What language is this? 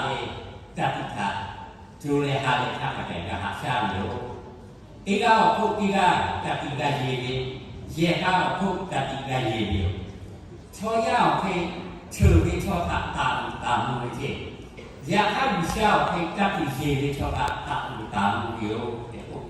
Lahu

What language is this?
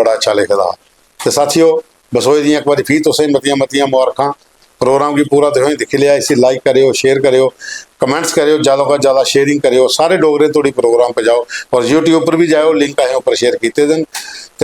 Dogri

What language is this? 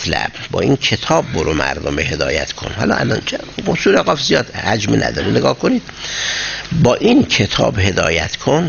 Persian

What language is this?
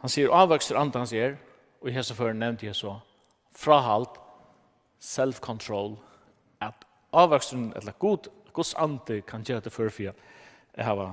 Faroese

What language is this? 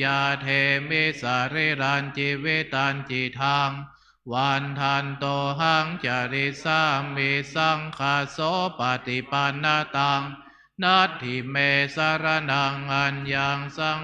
Pali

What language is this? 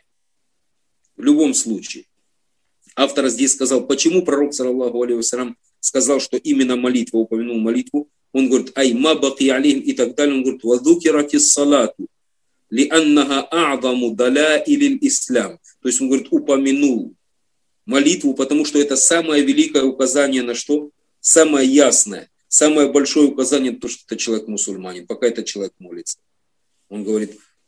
Russian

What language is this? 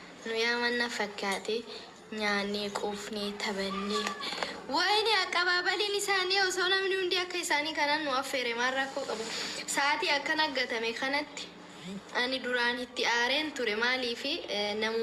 Oromo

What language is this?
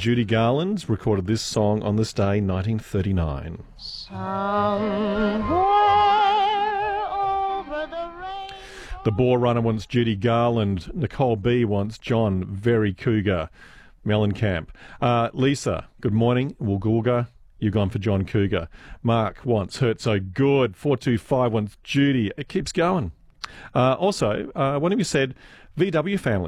English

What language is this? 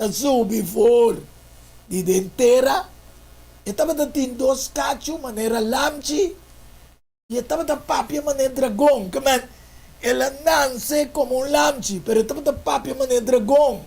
Papiamento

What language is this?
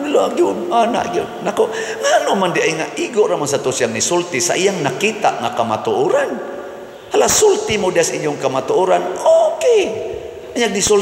Cebuano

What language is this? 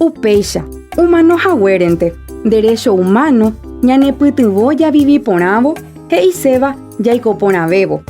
Guarani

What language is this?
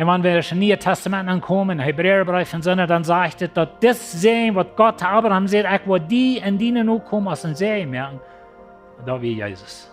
Plautdietsch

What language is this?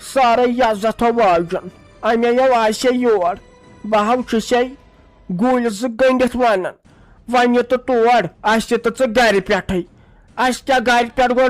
Kashmiri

